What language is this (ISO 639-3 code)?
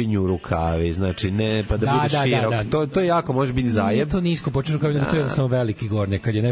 srp